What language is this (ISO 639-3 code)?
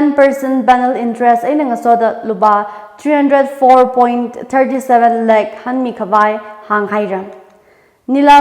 nmf